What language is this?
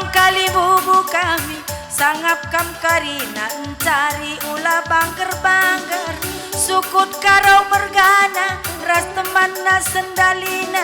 Batak Karo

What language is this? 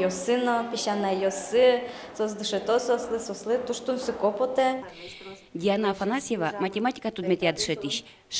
Udmurt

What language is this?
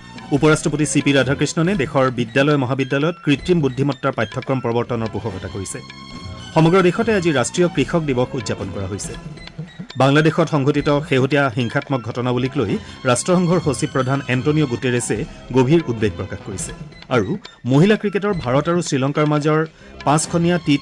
Assamese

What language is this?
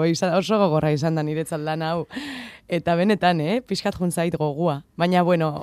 Basque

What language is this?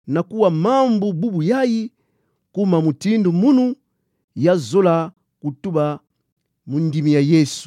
Kituba (Democratic Republic of Congo)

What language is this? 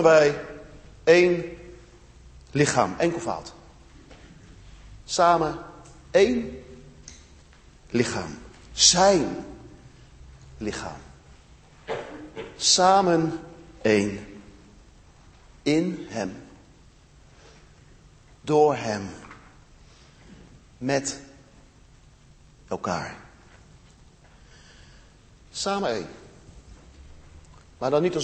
Dutch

